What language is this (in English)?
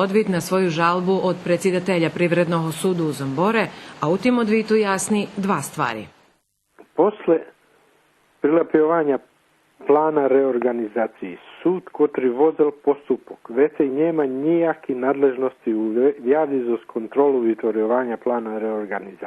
Rusyn